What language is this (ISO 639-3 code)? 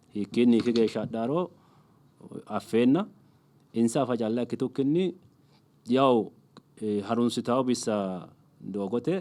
sid